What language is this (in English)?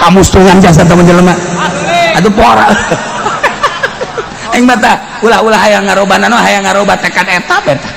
Sundanese